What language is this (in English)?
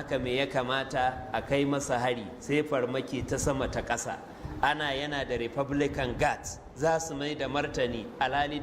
Hausa